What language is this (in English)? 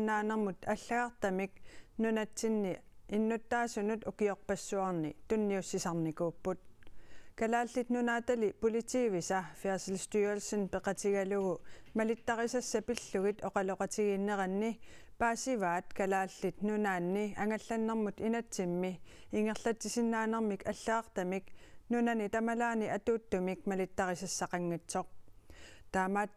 Kalaallisut